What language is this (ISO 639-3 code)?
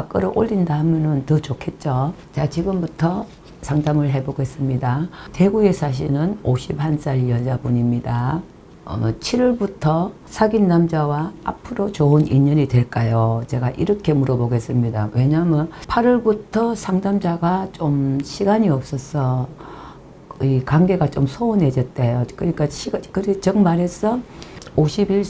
kor